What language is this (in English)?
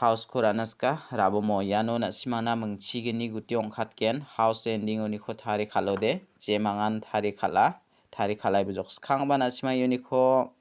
Garo